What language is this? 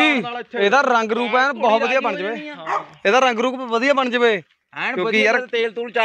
Punjabi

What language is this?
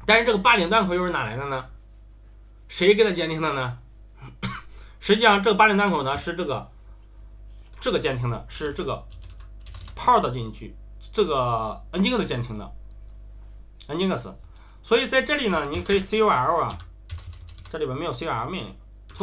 Chinese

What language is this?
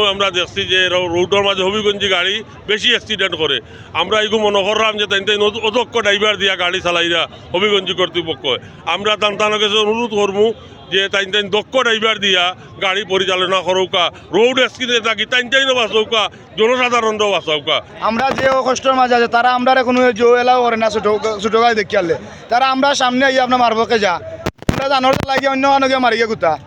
Sylheti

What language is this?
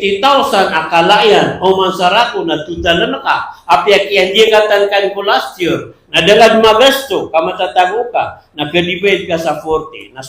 Maranao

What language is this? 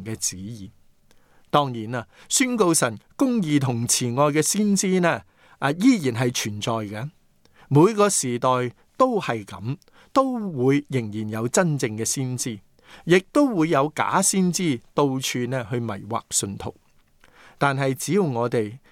Cantonese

